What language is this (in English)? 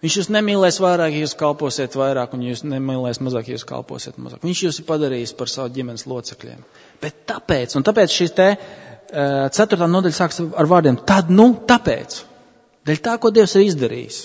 Latvian